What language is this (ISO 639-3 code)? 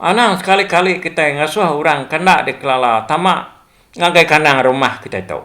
iba